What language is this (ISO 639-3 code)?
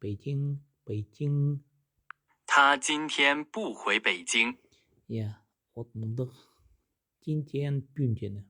kjh